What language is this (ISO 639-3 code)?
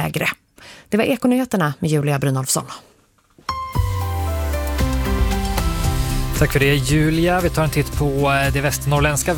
swe